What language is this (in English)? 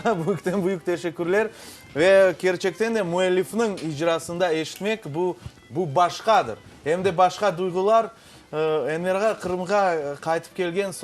Crimean Tatar